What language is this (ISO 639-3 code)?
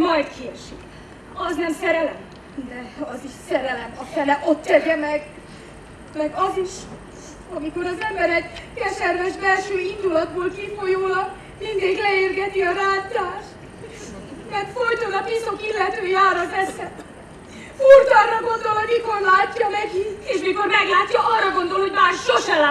hun